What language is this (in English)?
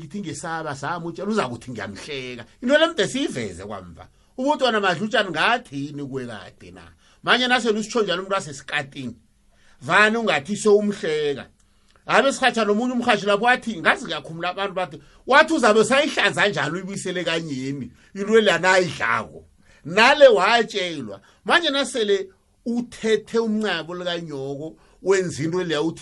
South Ndebele